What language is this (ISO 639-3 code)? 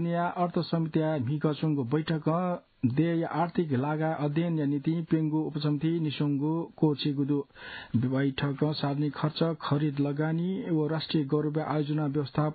new